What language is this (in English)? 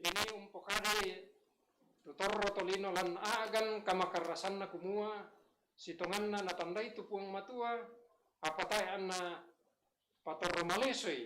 Toraja-Sa'dan